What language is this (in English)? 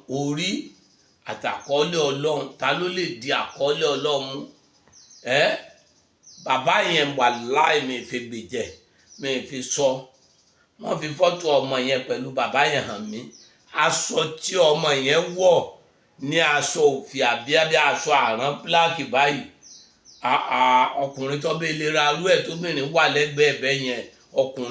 Yoruba